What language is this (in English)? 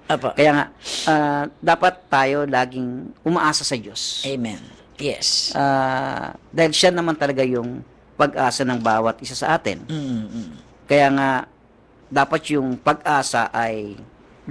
Filipino